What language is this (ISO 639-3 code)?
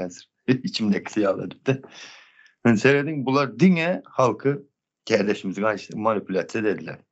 tuk